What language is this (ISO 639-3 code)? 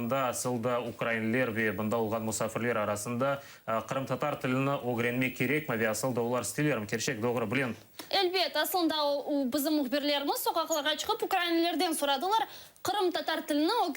crh